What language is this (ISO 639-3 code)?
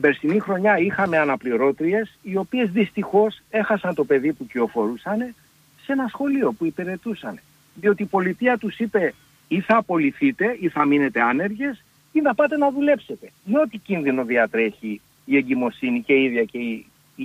ell